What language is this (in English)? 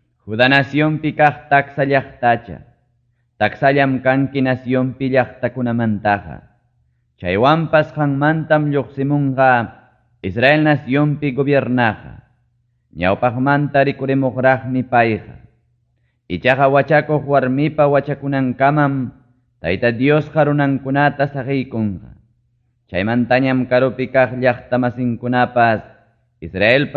Ayacucho Quechua